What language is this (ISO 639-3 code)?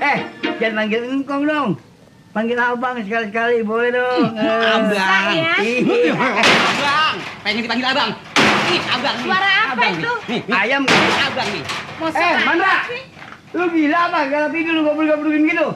bew